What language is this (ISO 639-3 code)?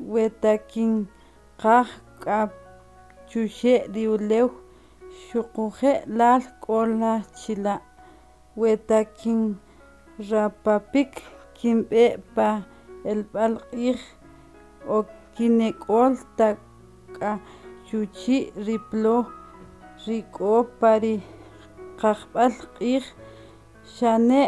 quc